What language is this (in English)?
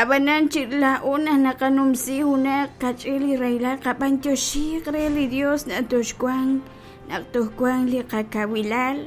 Kekchí